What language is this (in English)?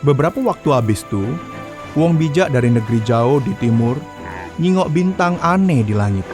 Musi